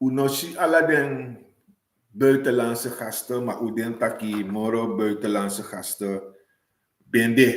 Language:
Sranan Tongo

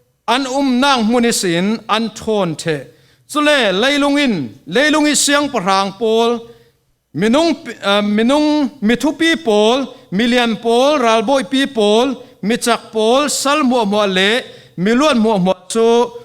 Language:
Falam Chin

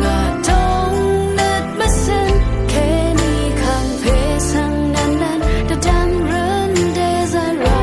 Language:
Rawang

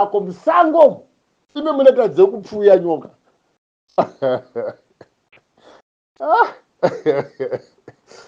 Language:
Shona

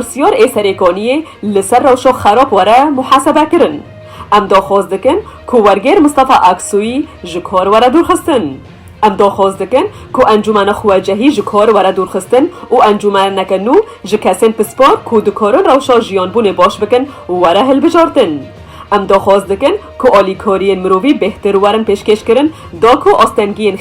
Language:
Kurdish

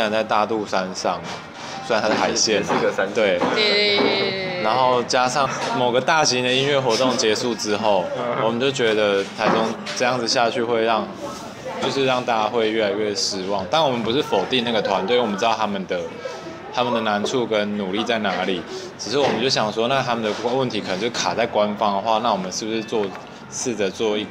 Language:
Chinese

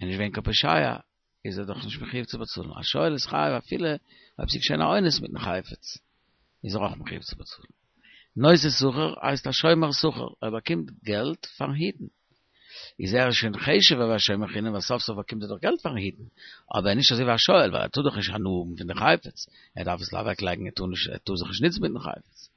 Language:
Yiddish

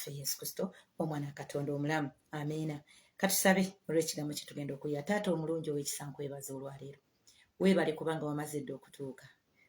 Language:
Ganda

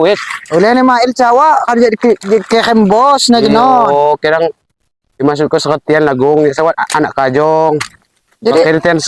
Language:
Lampung Api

